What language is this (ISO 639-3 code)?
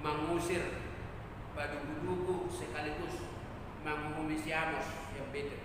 bbc